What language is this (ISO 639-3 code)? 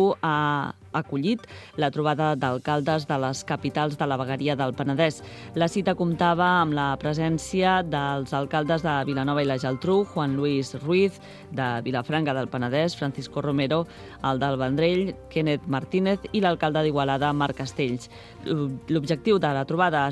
cat